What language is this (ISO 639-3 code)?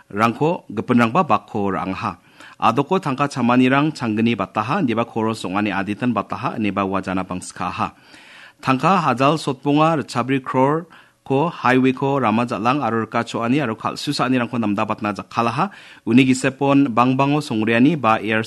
grt